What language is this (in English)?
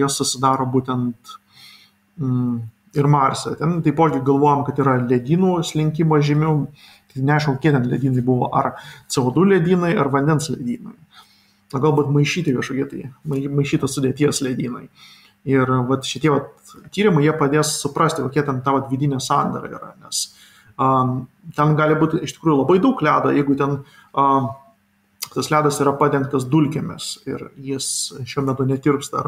Lithuanian